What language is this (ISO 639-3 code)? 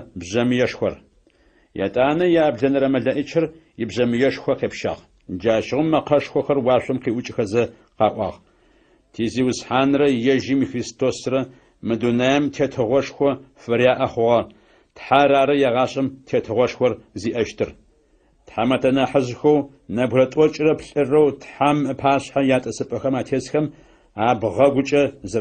ady